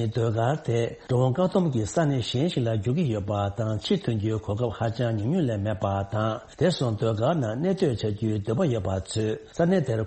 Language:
Tibetan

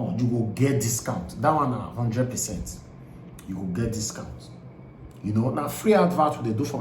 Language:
Nigerian Pidgin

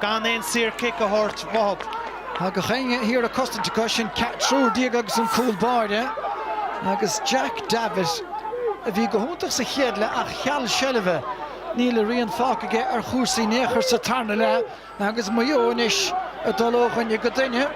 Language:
Irish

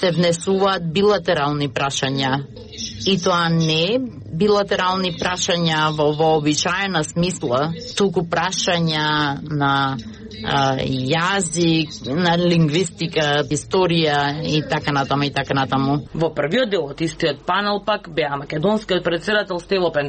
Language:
Macedonian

